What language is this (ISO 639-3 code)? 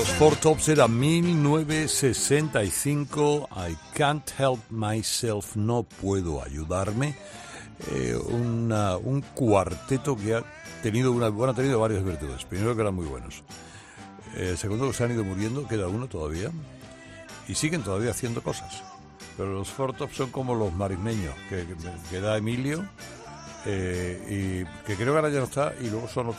spa